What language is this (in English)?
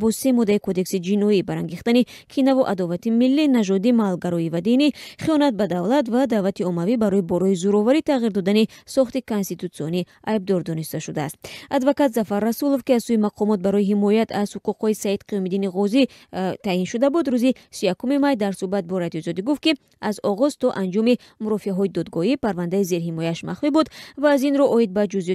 Tajik